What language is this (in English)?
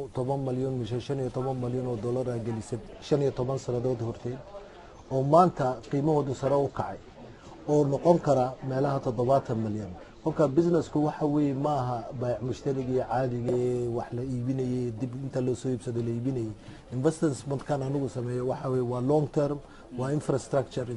Somali